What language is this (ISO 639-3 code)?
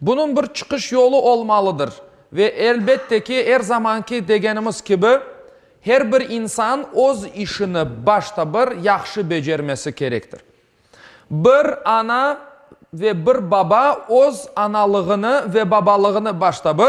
crh